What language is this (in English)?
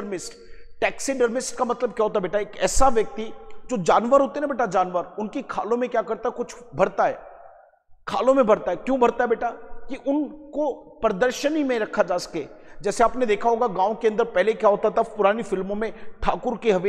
Hindi